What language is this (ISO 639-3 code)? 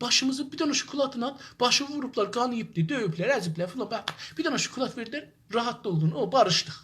azb